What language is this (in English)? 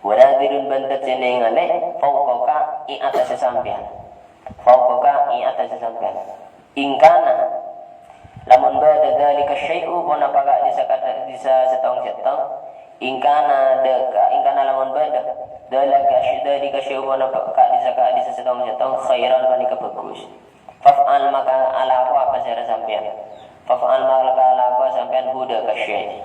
Madurese